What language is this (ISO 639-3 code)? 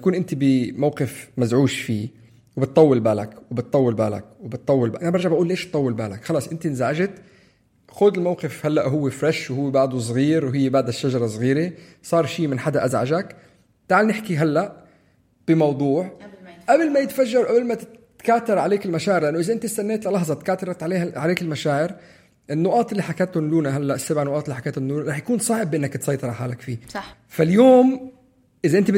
apc